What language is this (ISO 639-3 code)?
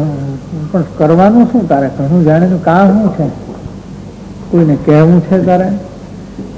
guj